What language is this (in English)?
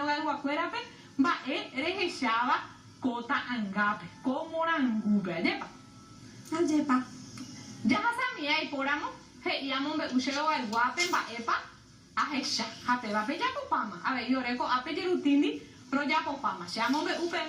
Guarani